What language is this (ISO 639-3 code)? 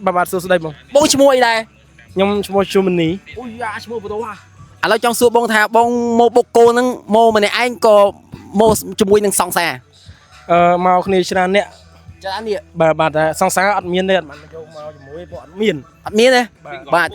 khm